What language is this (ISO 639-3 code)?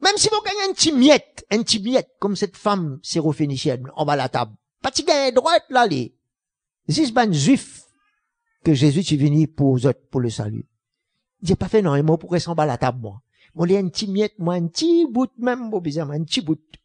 mfe